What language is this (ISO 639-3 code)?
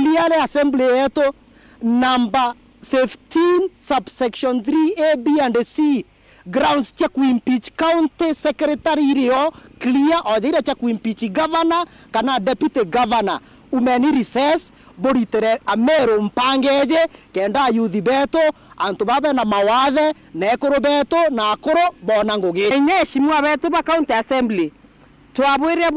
mer